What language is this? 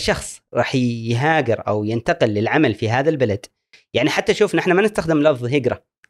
Gulf Arabic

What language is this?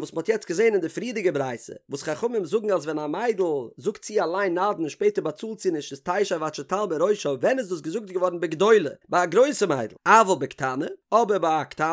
Yiddish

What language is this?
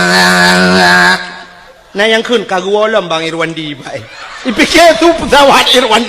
Achinese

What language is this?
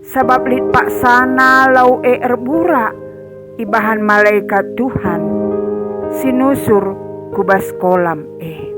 Batak Karo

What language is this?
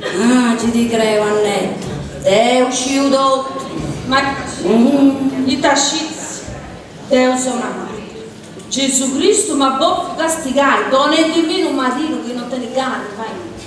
Sardinian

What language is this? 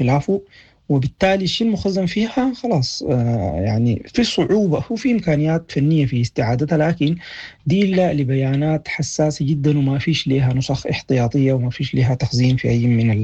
Sudanese Arabic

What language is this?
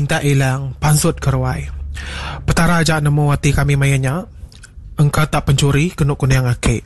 Iban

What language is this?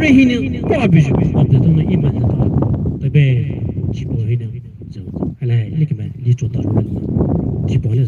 Poumei Naga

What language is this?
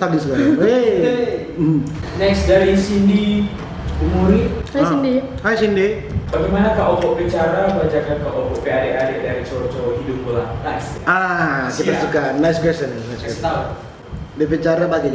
Manado Malay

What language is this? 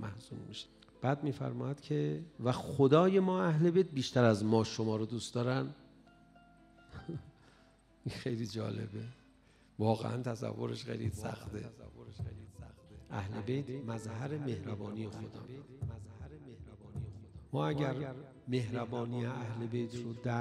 Persian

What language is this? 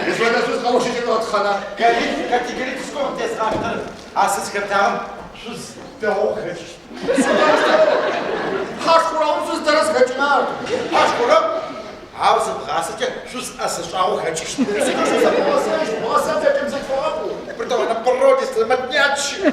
Adyghe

